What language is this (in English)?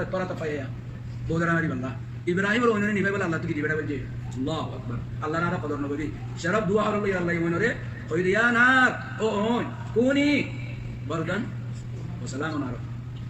Rohingya